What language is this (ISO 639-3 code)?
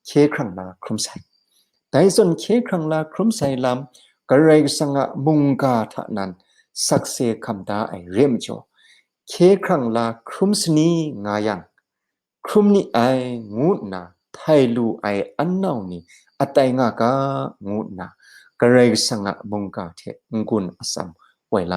kac